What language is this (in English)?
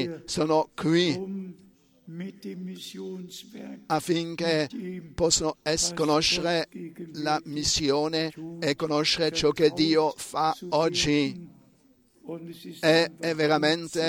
Italian